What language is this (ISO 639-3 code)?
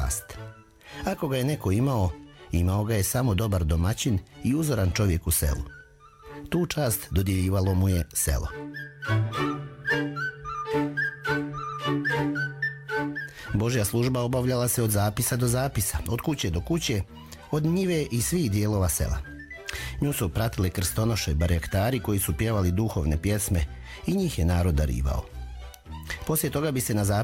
srp